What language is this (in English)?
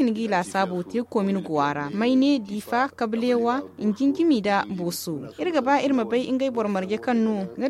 Zarma